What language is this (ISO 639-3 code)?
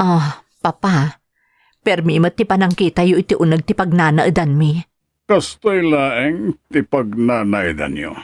ilo